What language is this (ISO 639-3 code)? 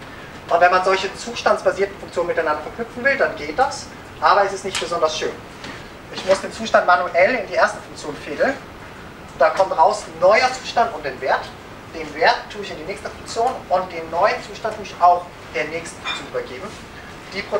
deu